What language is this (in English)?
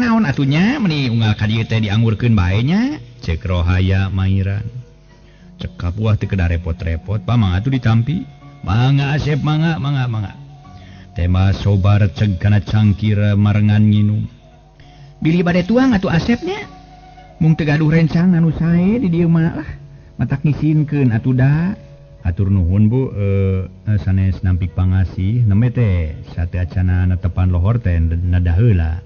Sundanese